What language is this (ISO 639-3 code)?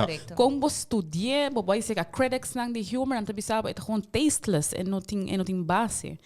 pap